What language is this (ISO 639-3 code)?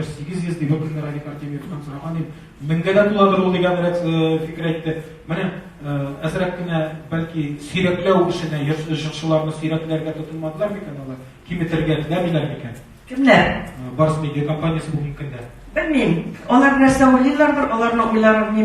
tat